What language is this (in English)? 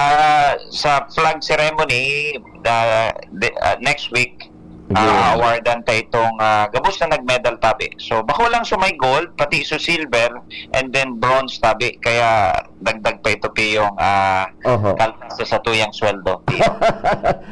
Bikol